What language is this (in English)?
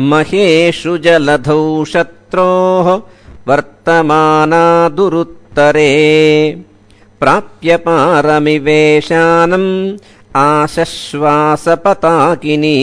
Sanskrit